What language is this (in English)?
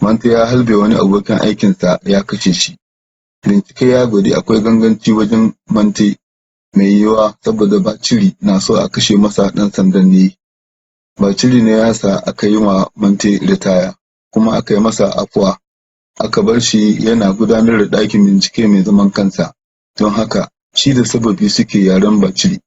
Hausa